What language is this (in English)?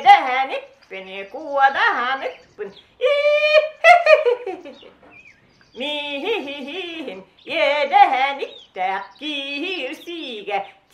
Yakut